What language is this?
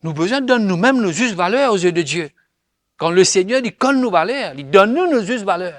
Morisyen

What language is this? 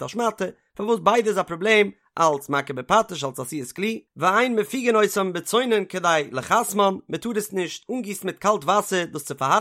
Yiddish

